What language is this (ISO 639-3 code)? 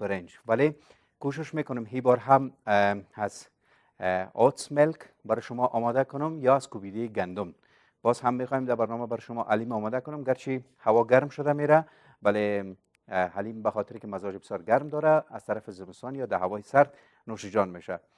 fas